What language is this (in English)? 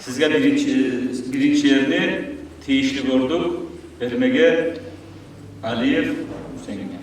Kumyk